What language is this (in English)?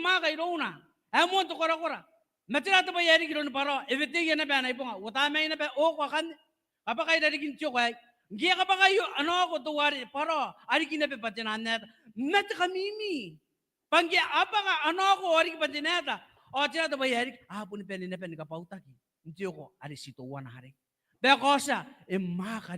Gilbertese